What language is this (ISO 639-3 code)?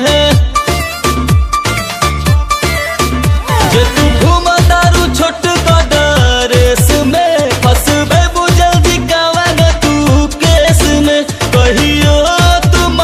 bho